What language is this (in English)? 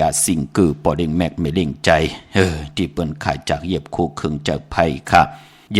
Shan